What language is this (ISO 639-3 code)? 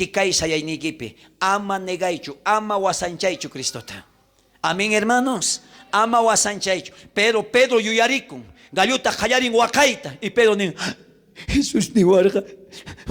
quh